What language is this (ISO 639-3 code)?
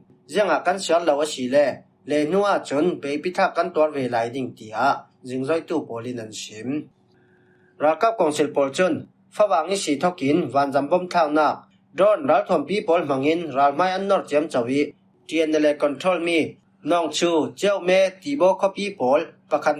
cfm